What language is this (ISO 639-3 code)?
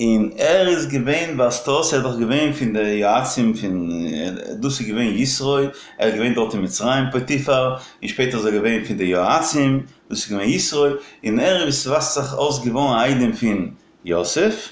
yid